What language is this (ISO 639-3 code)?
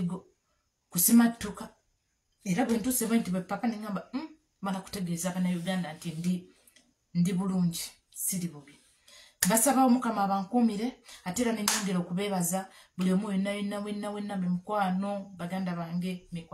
lug